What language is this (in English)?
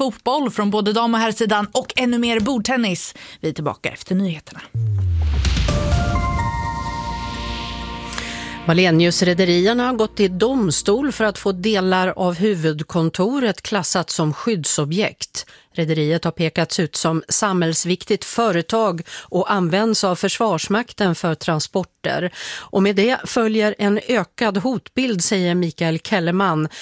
Swedish